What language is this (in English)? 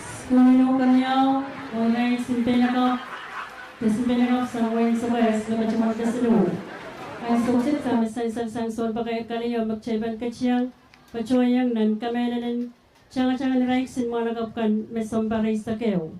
Pohnpeian